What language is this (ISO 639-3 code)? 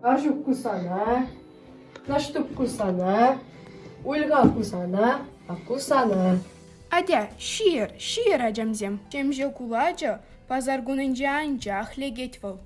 chv